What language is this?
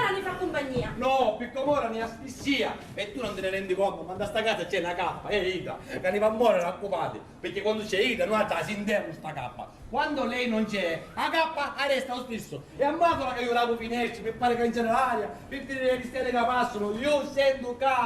Sicilian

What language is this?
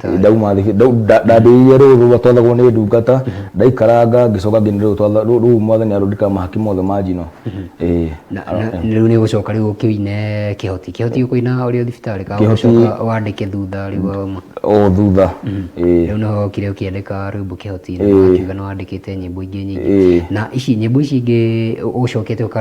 Kikuyu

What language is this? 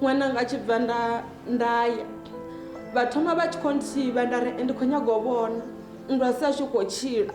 Venda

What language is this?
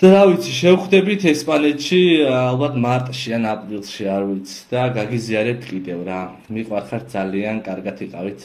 Georgian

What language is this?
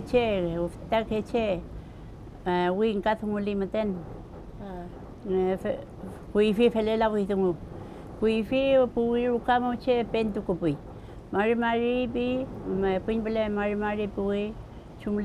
Mapuche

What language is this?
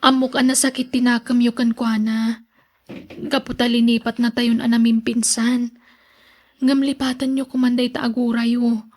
Iloko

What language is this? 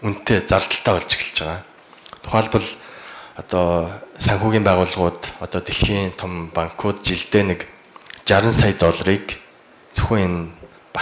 Mongolian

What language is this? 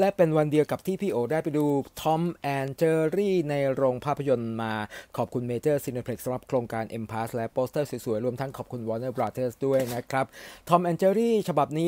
Thai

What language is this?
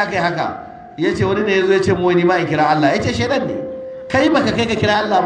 Hausa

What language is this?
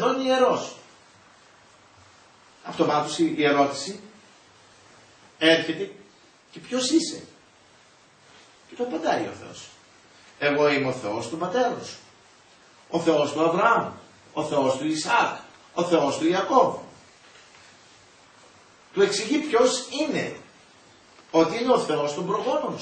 Greek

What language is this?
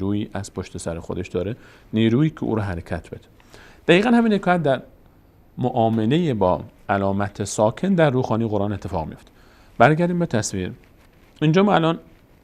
Persian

